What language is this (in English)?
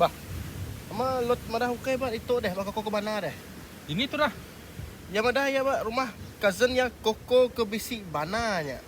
Iban